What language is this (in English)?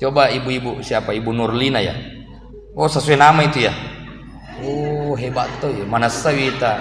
Buginese